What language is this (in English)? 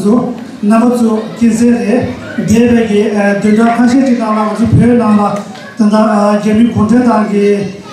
Tibetan